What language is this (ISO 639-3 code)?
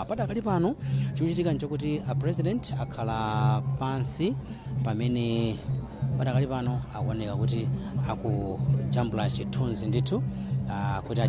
nya